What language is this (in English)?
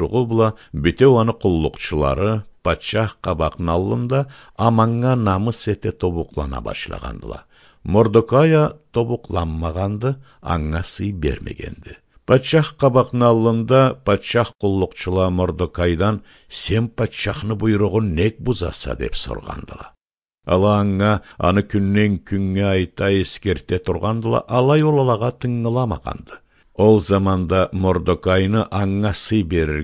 Karachay-Balkar